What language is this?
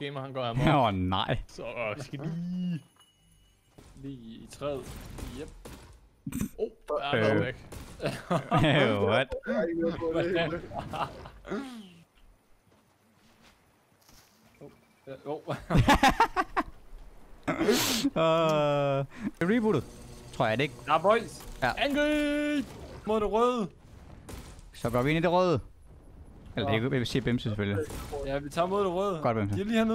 Danish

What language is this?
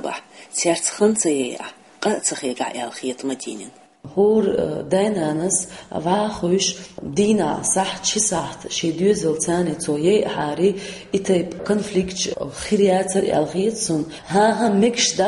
Chechen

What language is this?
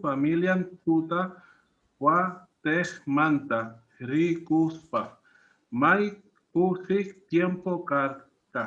Quechua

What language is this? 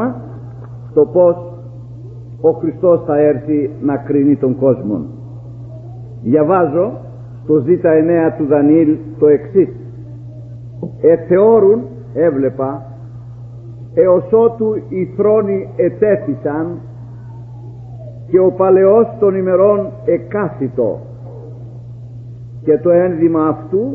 Greek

